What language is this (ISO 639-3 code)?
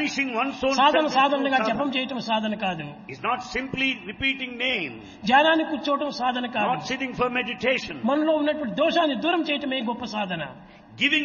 tel